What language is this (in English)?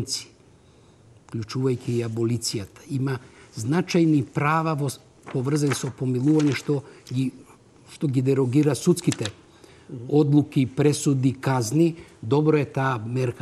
Macedonian